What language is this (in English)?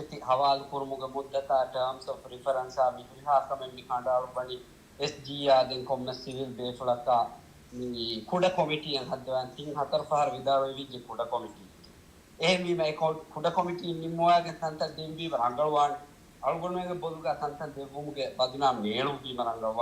Divehi